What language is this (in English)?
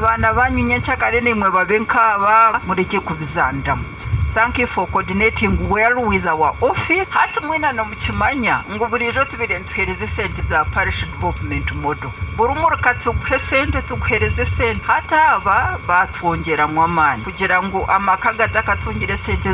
Nyankole